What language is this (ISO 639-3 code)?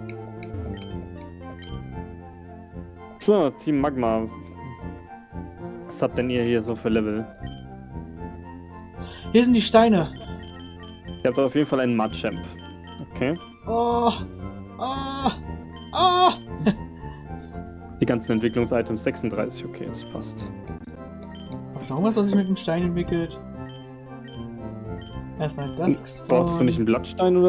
deu